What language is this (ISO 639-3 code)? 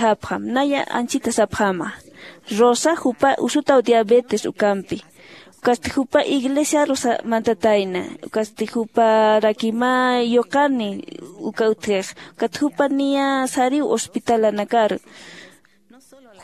aym